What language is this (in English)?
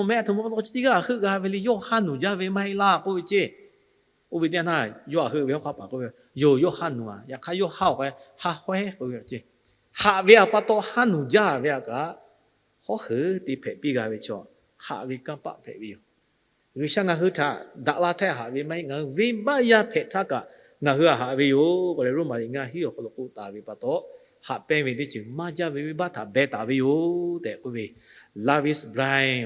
Lahu